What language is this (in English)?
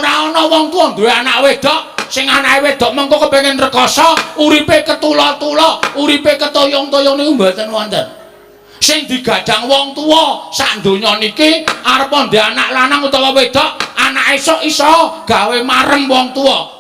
Javanese